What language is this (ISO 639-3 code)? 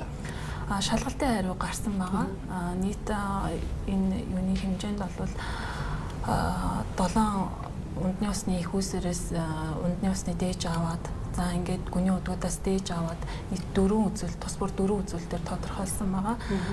mon